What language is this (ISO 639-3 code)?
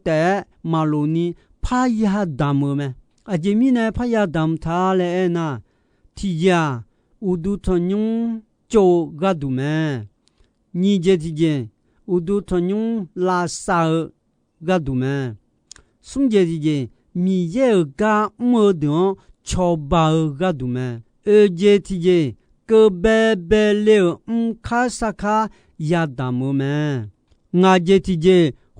ahk